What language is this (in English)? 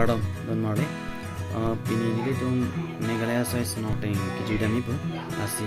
Karbi